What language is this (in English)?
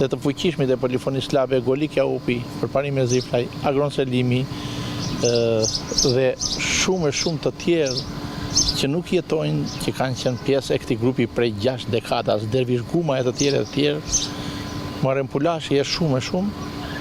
Albanian